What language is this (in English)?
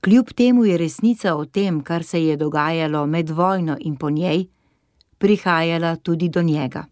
Slovenian